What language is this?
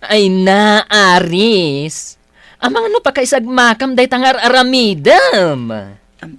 Iloko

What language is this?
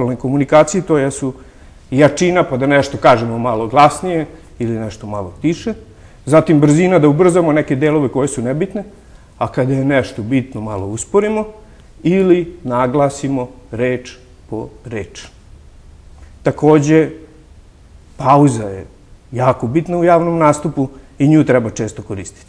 Serbian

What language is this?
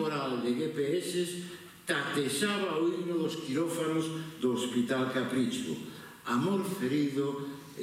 Galician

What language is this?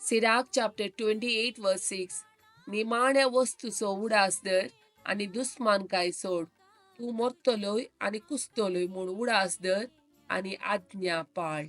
Konkani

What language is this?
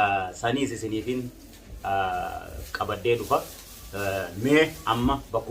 Oromo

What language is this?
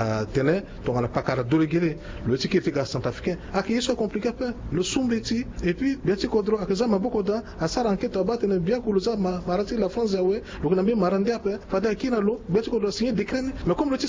Sango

